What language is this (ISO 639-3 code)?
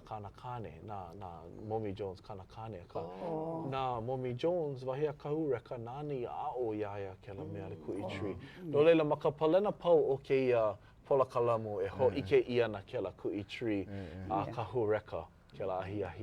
haw